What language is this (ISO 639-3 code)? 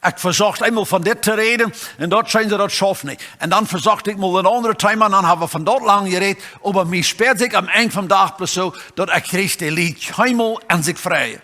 pdt